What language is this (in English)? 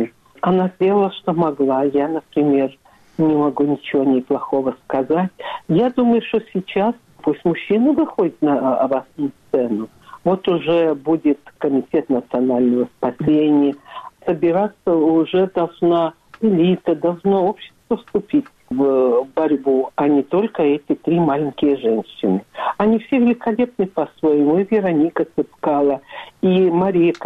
Russian